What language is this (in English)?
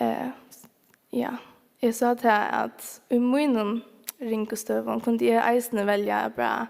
Faroese